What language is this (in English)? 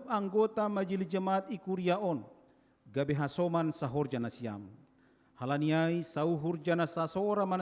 Batak Simalungun